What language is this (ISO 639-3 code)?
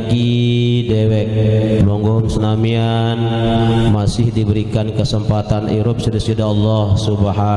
sas